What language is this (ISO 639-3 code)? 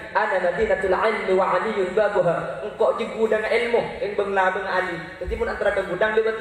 mad